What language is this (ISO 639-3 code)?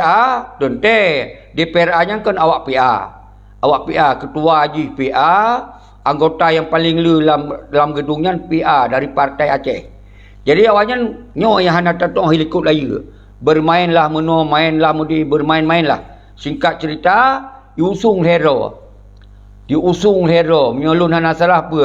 ace